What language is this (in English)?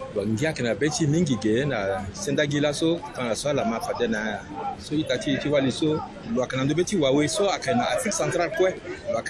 Sango